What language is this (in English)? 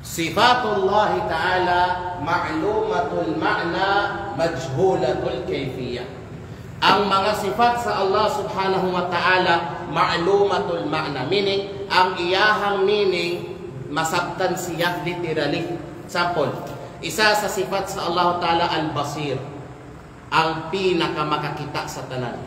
Kalagan